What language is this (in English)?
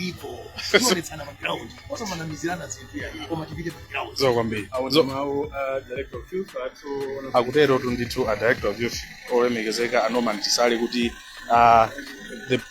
Nyanja